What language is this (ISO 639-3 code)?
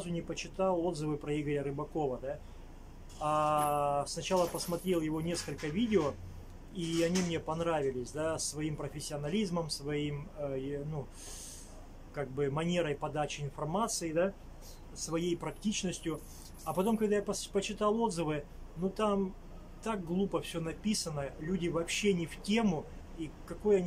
rus